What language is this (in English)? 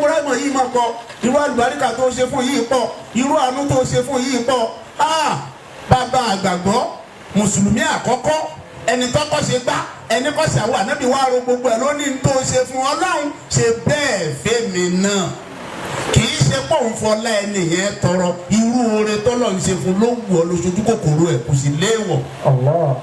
Yoruba